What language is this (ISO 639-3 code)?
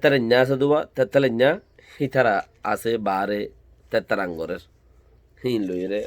rhg